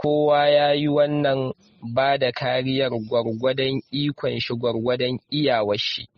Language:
Hausa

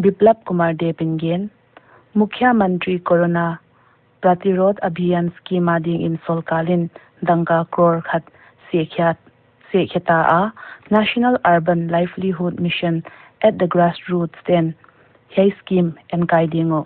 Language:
Paite Chin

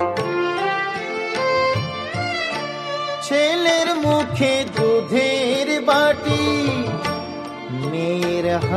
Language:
Bangla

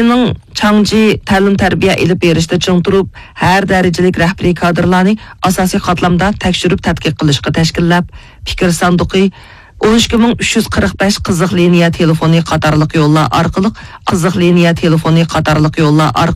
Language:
Uyghur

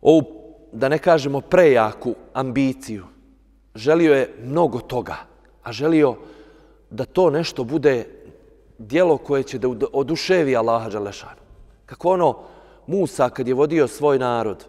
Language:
Bosnian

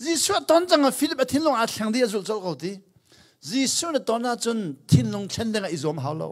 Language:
Hakha Chin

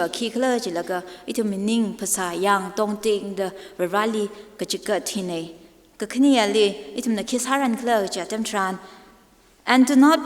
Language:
Tangkhul Naga (India)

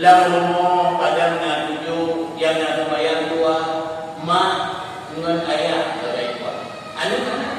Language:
Achinese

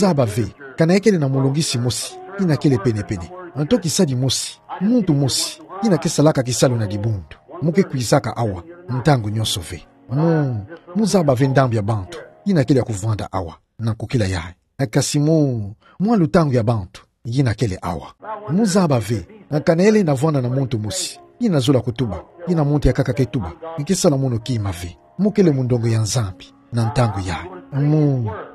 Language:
Kituba (Democratic Republic of Congo)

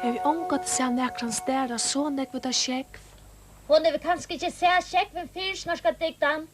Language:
Faroese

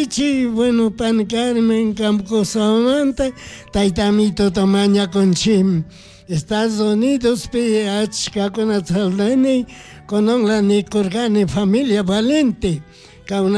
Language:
Chimborazo Highland Quichua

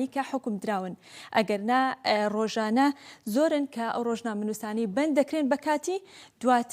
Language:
Central Kurdish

